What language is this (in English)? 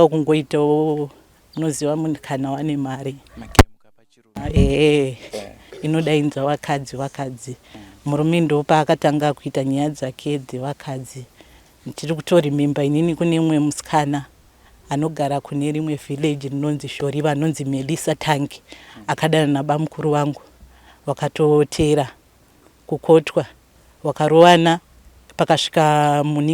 Shona